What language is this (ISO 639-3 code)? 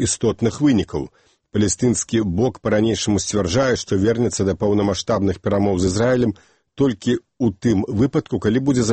bel